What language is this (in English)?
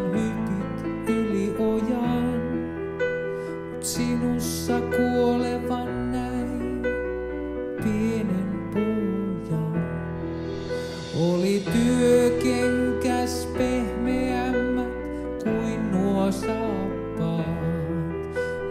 Finnish